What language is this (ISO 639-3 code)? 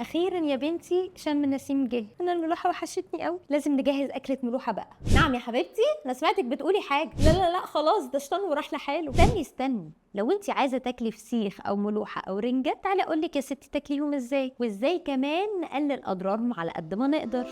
arz